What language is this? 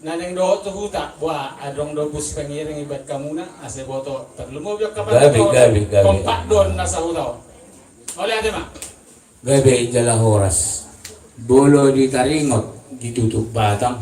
Batak Toba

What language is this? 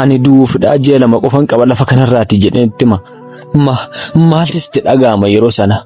Oromo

